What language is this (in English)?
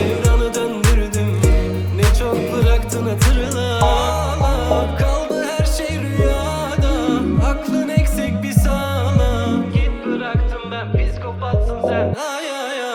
Turkish